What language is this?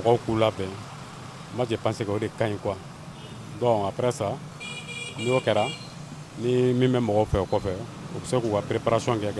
Bambara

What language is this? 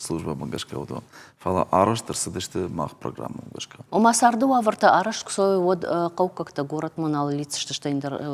Ossetic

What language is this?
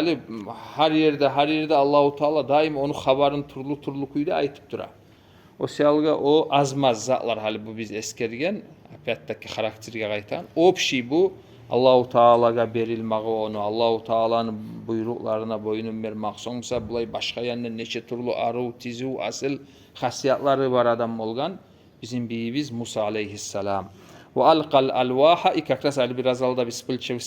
Kumyk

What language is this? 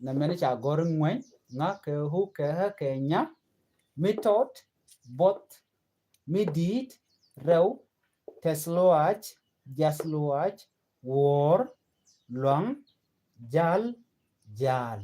Nuer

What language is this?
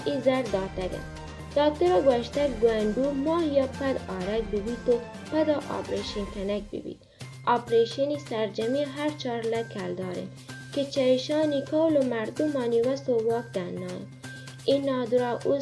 Baluchi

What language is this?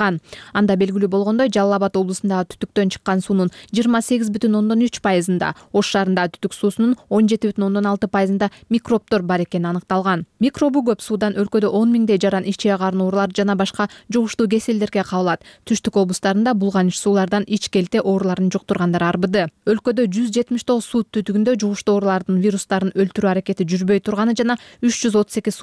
Kyrgyz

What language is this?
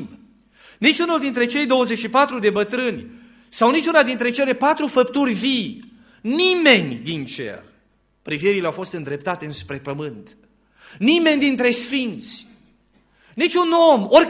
Romanian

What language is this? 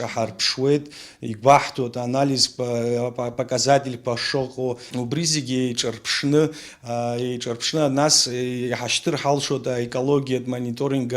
Abkhazian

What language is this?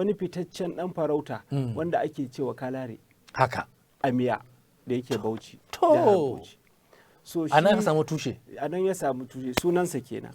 Hausa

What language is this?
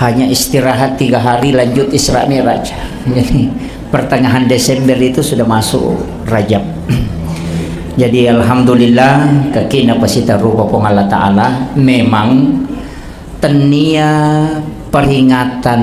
Buginese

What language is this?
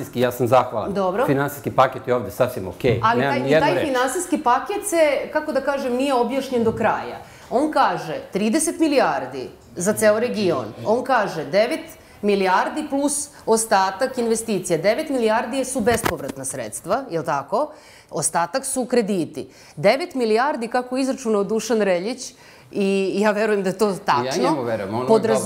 Serbian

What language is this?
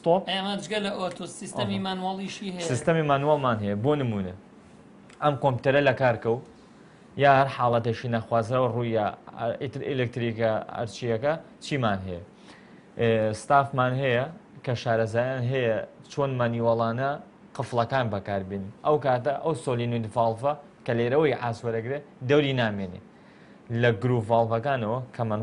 Central Kurdish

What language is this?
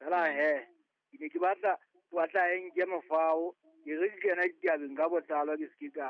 Southern Sotho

